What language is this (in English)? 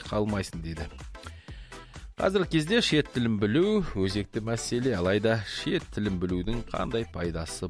Kazakh